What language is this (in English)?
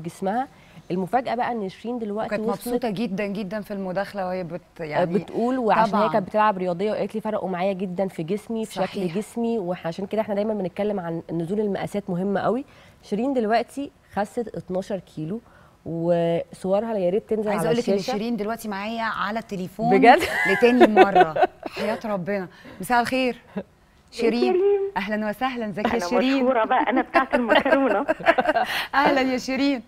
Egyptian Arabic